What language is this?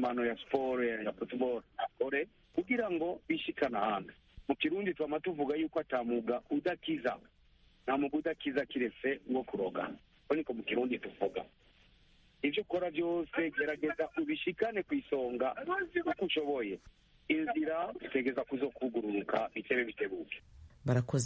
Rundi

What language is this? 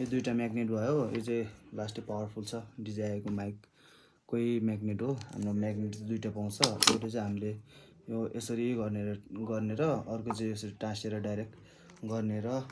Nepali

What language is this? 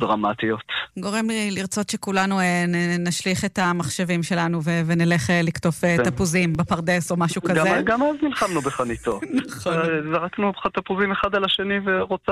Hebrew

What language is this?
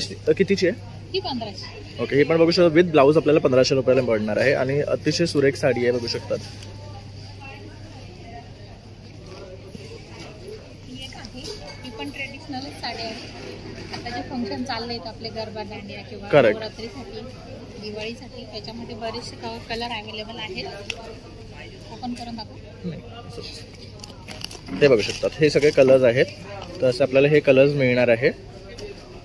Marathi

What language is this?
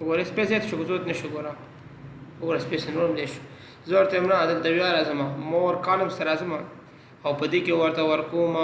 Pashto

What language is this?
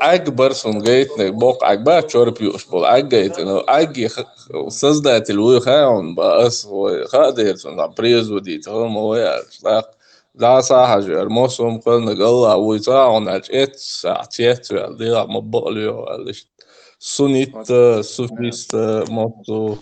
Chechen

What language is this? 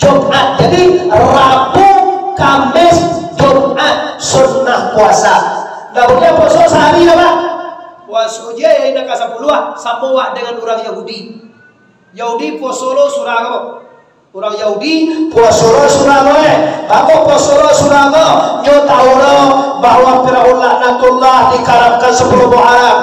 Minangkabau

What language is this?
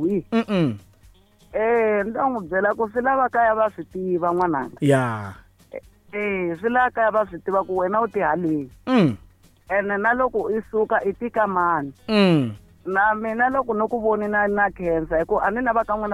Tsonga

